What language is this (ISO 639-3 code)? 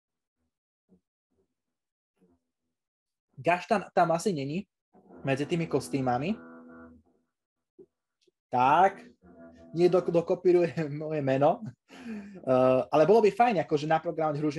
slk